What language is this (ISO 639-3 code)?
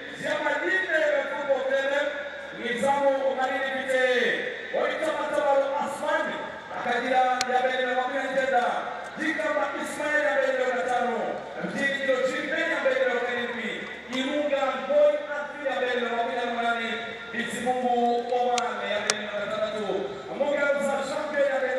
kin